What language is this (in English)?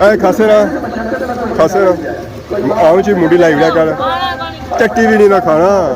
Pahari-Potwari